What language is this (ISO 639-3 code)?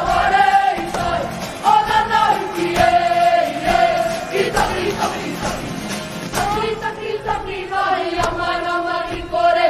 mri